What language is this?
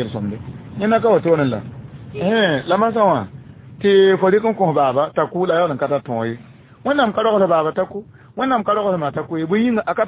Mossi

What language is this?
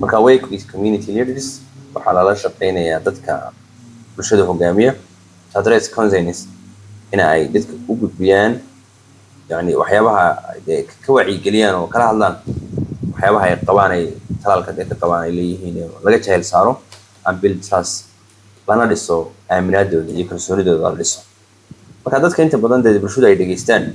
Somali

